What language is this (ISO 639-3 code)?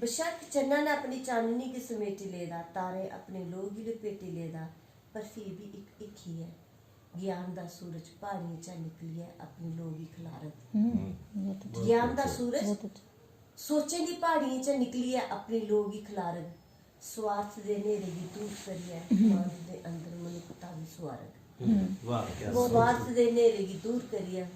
doi